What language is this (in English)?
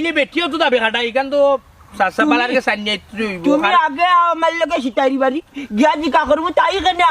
Sylheti